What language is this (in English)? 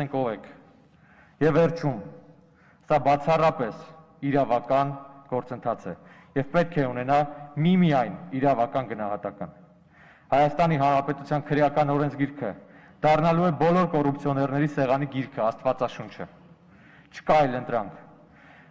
Armenian